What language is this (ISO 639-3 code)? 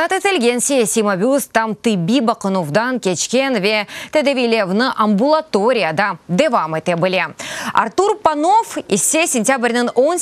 crh